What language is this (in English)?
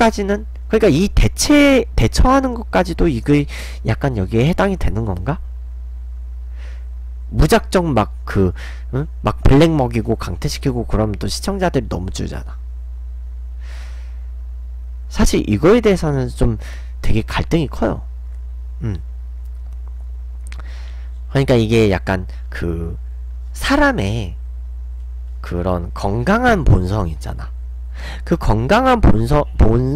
Korean